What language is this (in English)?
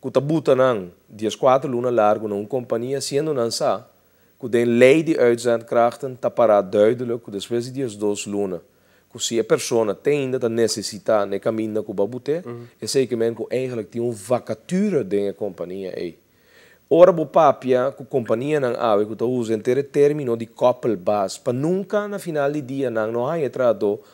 Papiamento